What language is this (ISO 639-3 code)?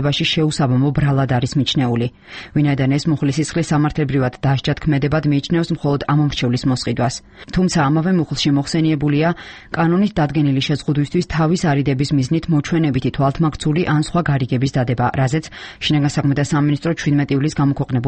kat